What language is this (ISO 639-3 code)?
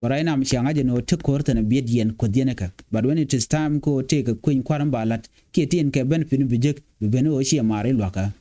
nus